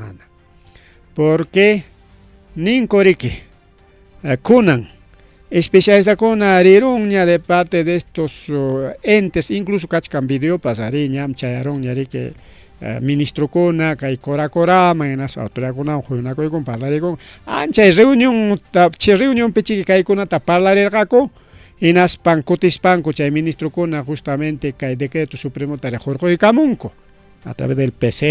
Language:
Ayacucho Quechua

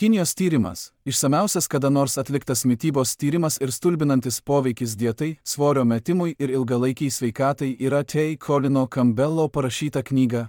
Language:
Lithuanian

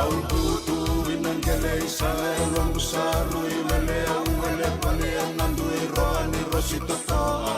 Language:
Fijian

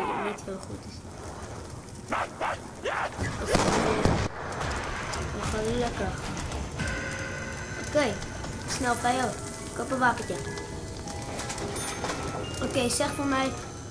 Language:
Dutch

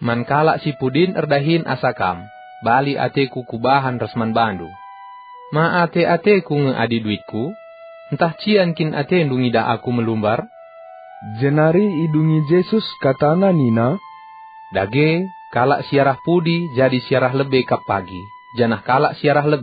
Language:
Batak Karo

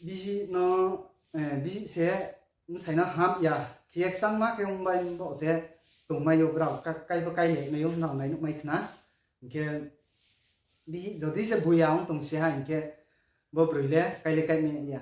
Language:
Riang (India)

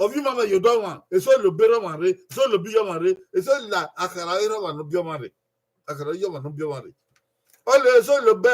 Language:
Bini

